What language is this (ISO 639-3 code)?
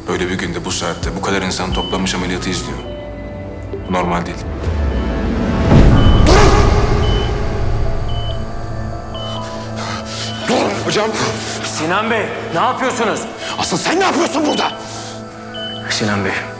tur